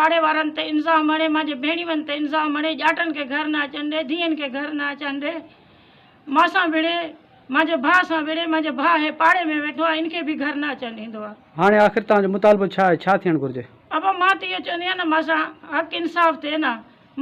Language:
Sindhi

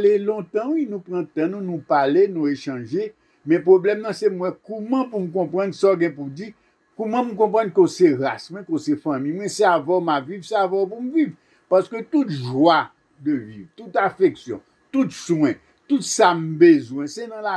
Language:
Haitian Creole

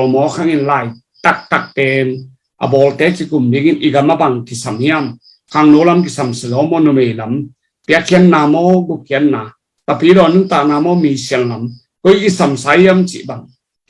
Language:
Tedim Chin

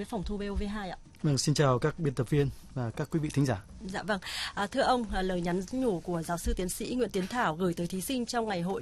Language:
Vietnamese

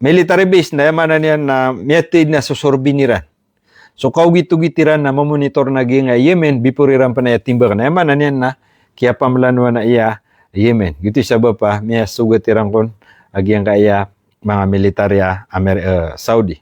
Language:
Maranao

